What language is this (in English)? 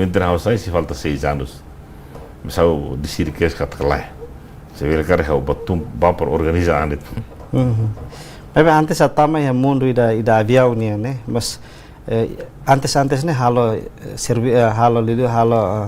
Tetum